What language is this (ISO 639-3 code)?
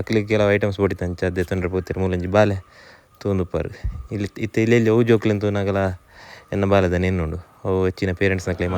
tcy